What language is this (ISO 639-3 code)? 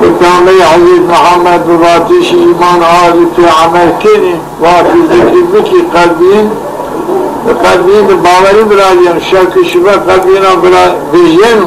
zza